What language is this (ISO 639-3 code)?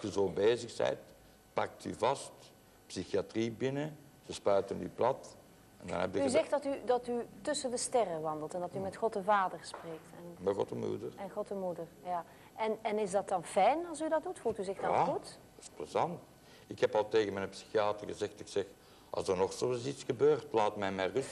nld